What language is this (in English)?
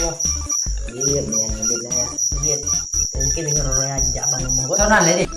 Achinese